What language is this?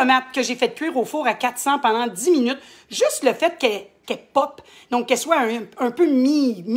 French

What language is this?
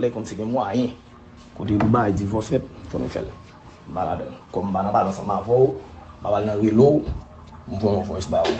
Haitian Creole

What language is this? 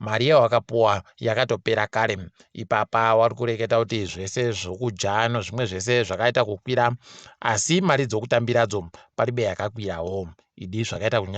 Ndau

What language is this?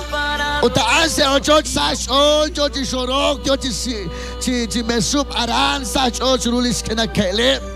Kekchí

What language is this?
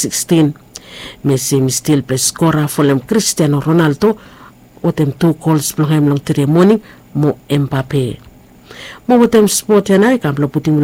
Bislama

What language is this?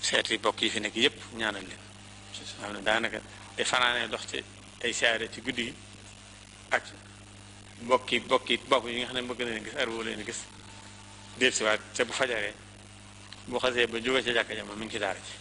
Wolof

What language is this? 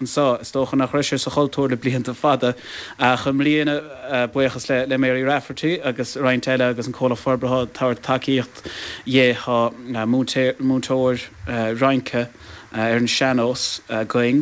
Irish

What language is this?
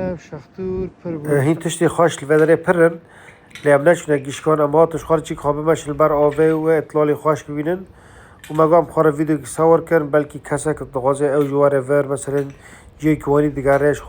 Kurdish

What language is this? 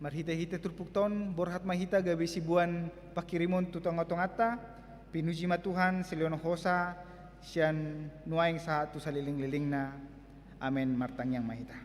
Batak Toba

